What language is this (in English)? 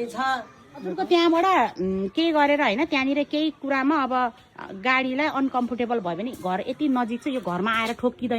Nepali